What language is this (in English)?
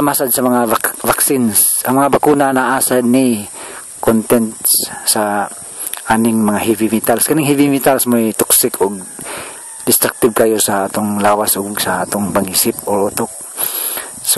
Cebuano